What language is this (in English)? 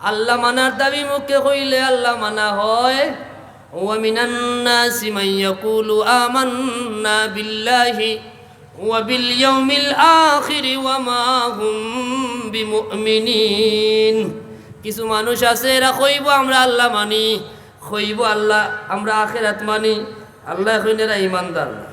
Sylheti